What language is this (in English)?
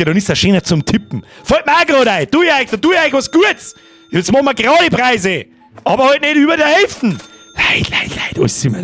Bavarian